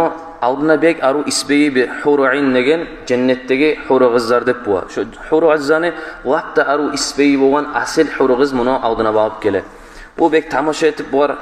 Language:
Kumyk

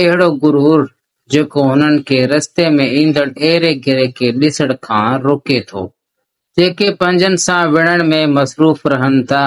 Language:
Sindhi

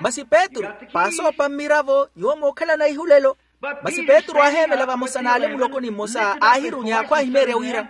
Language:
Makhuwa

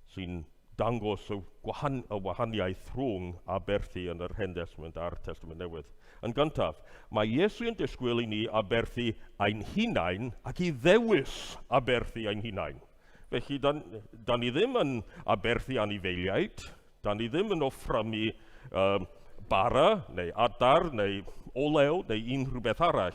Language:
Welsh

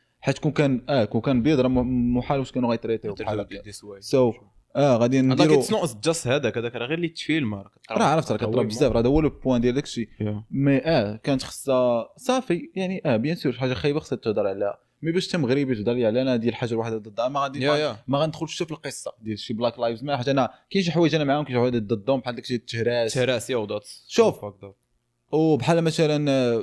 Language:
Moroccan Arabic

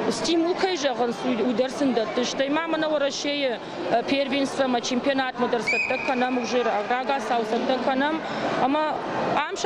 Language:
Ossetic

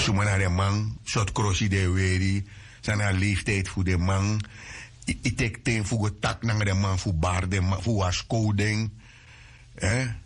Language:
Sranan Tongo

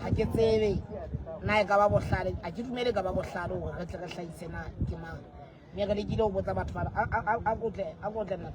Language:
Southern Sotho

